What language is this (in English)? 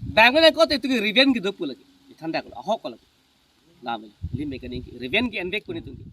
Karbi